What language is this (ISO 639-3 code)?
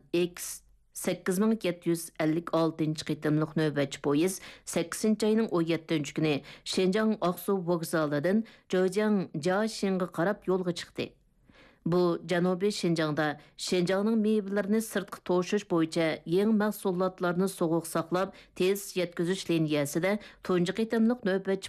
uig